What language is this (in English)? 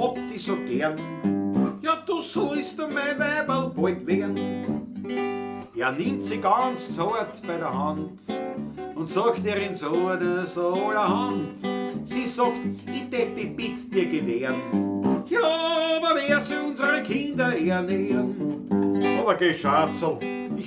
Bavarian